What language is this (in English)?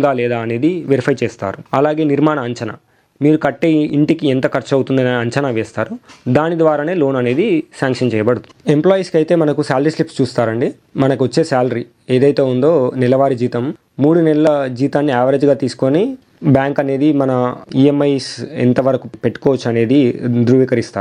Telugu